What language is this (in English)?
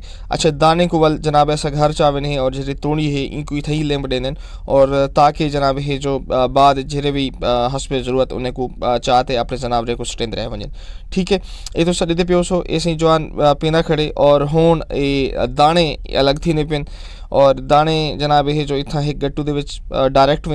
Saraiki